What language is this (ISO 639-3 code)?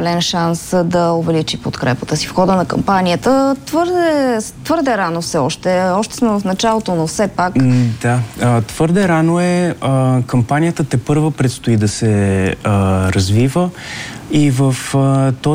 bul